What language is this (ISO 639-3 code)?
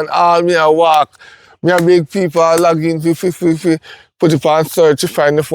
jam